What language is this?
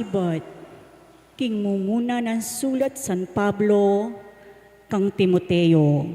Pampanga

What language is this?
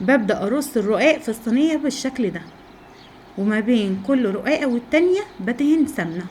Egyptian Arabic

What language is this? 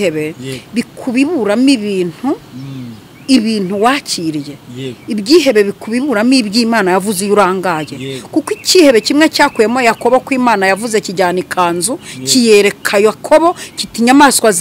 Kinyarwanda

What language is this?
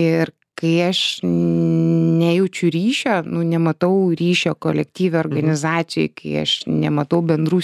Lithuanian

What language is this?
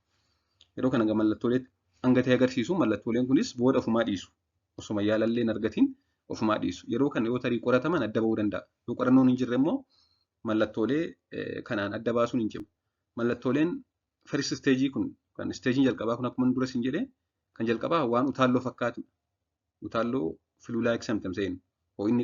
Oromo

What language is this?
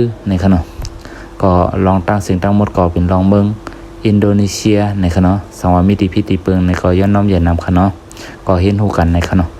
Shan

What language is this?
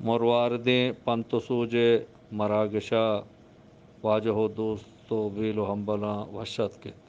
Eastern Balochi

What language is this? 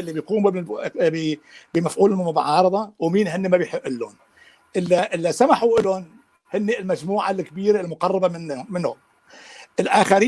North Levantine Arabic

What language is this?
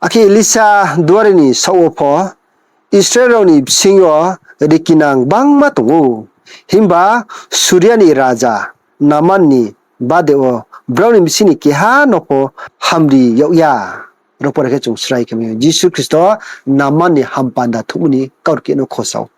Riang (India)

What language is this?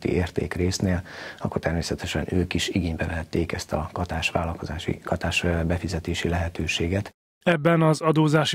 Hungarian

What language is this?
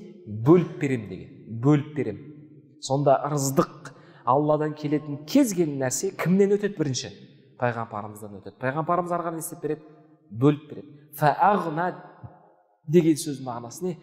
Kazakh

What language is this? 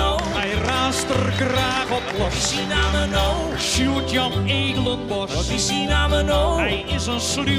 Western Frisian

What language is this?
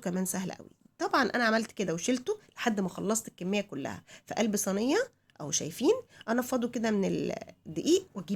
Egyptian Arabic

